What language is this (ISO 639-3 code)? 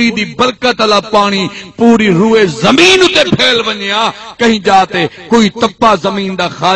skr